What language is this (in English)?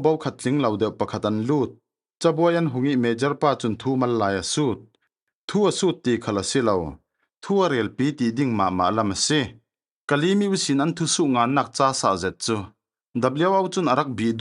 Falam Chin